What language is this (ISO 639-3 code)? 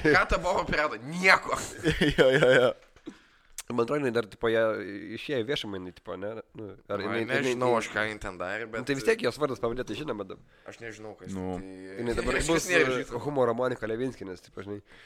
lit